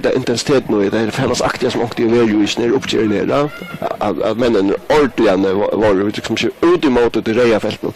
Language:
Faroese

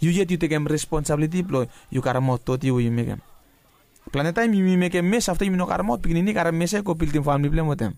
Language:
Bislama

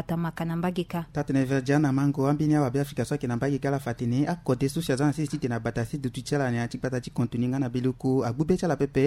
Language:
Sango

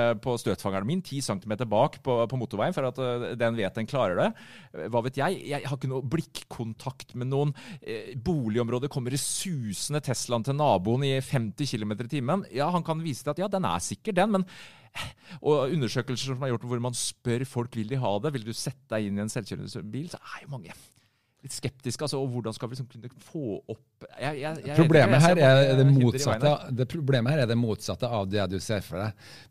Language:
Norwegian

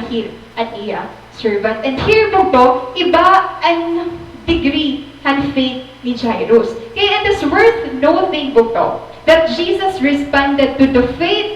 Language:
Waray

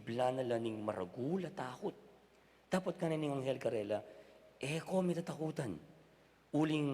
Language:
Pampanga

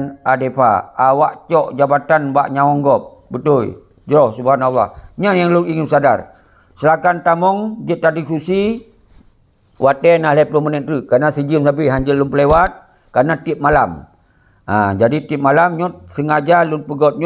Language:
Achinese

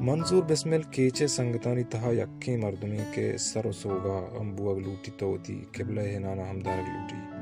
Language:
Baluchi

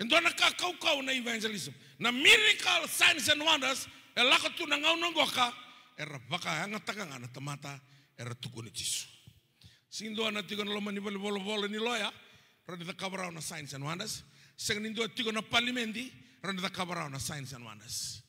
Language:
Fijian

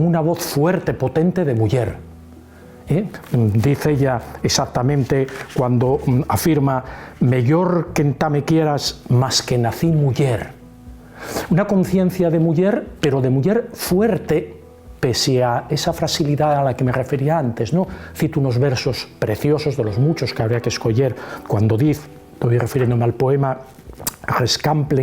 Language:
Asturian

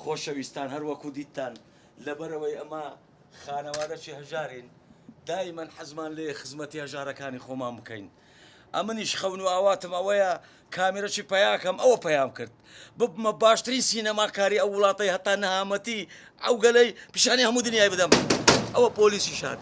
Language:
Central Kurdish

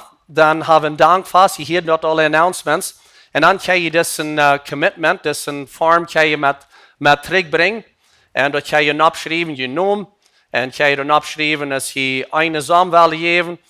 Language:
Plautdietsch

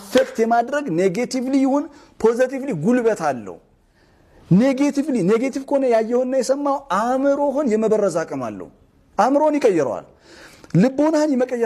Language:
Amharic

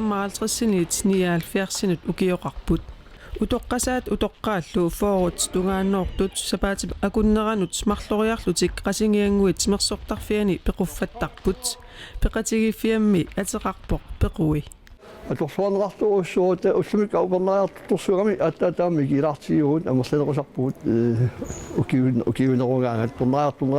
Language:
Kalaallisut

